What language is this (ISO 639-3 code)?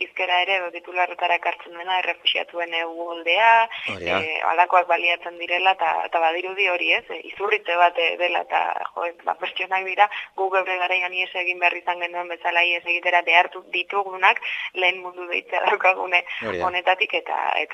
eus